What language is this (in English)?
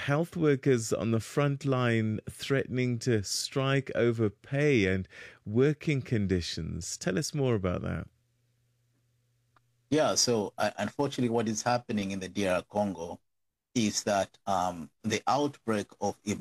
English